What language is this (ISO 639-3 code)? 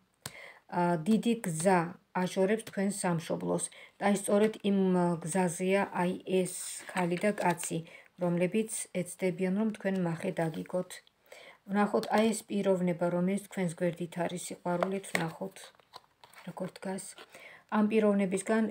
kat